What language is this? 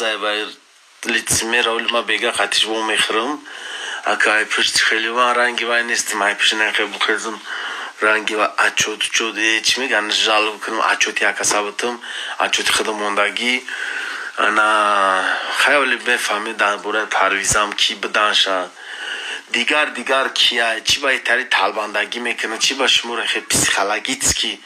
Tajik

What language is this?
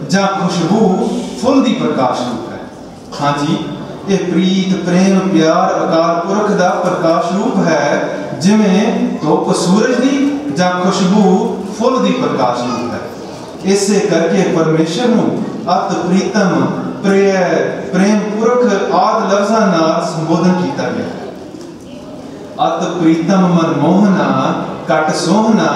Punjabi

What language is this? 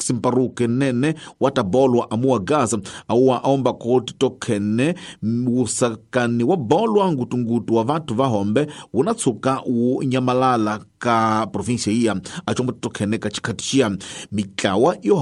Tsonga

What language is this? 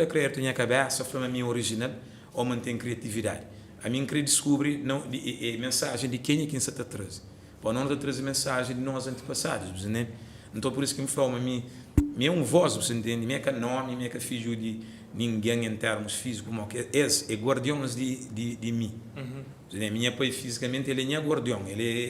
Kabuverdianu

